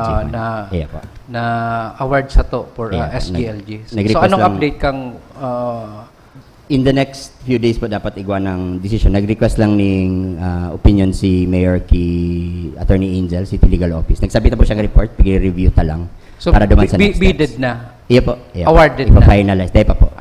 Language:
Bikol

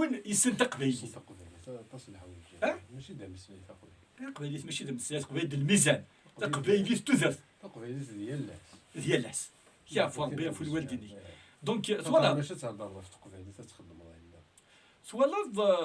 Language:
Kabyle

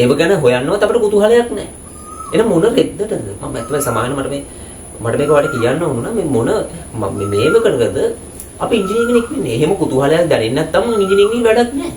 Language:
Sinhala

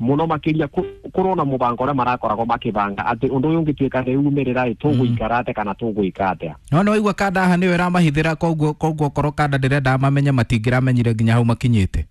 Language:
Kikuyu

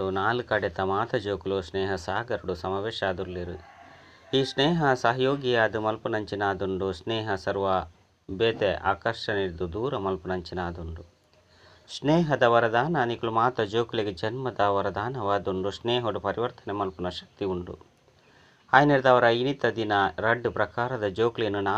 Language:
Tulu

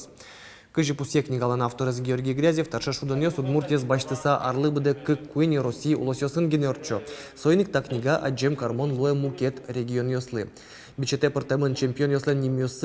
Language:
Udmurt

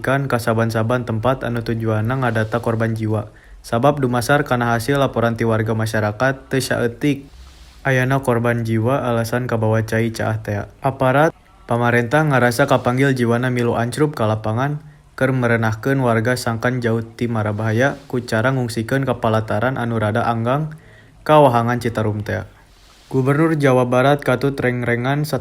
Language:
Sundanese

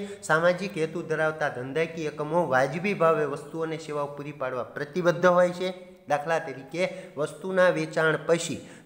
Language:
Gujarati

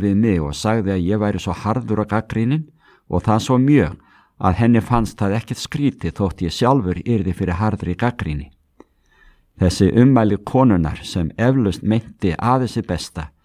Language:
Icelandic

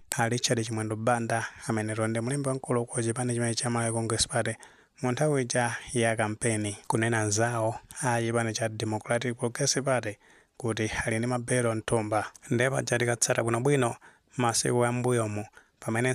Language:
Nyanja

